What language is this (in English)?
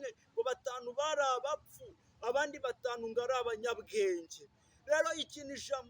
Kinyarwanda